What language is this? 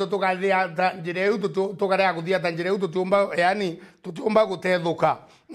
Meru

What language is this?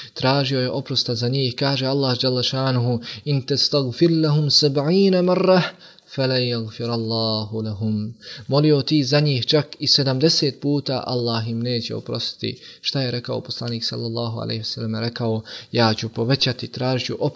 Bosnian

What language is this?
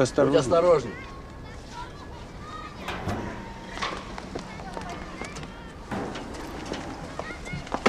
Russian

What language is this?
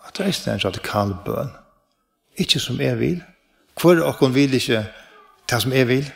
Faroese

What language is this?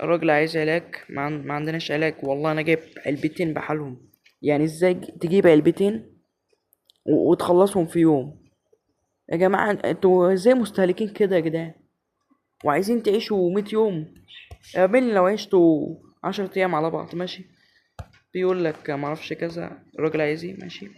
Egyptian Arabic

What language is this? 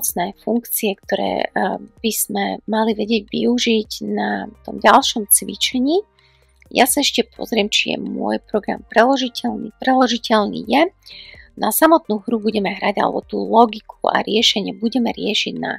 Slovak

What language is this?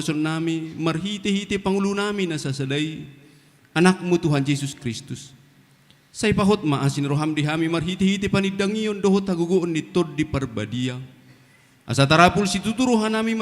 Batak Toba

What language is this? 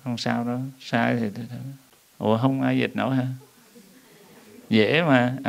Vietnamese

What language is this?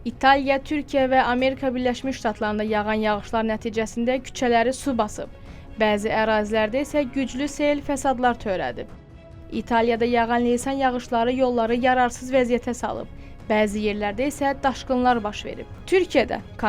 Azerbaijani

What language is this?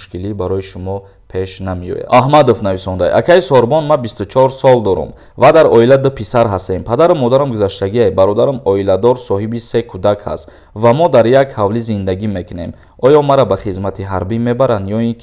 Tajik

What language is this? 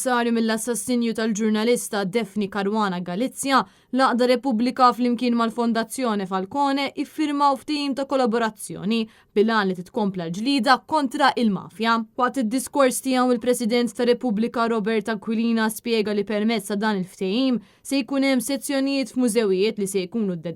Maltese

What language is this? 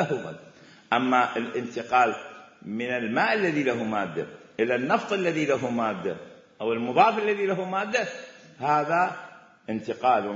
Mesopotamian Arabic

